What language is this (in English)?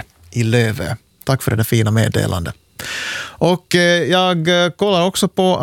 Swedish